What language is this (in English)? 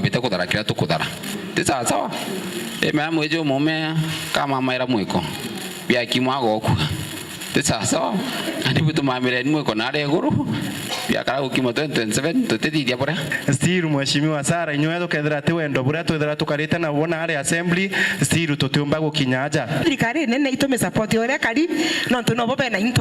Meru